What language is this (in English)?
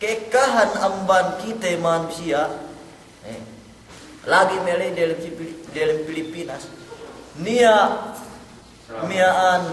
Yakan